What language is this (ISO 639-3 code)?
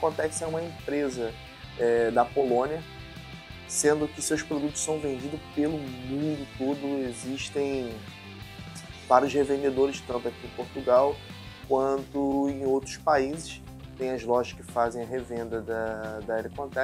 por